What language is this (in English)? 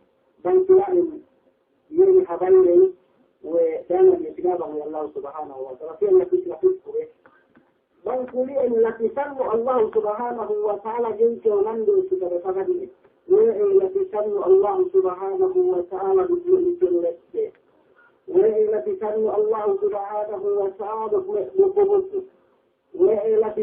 Yakan